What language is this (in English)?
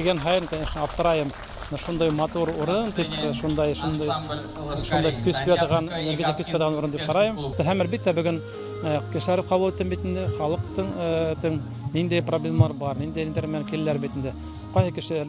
Bashkir